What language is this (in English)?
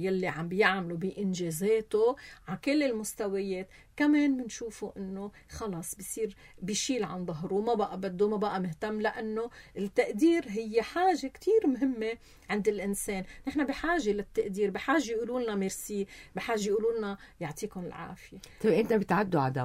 North Levantine Arabic